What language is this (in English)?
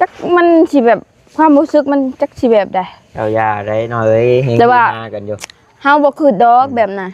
Northeastern Thai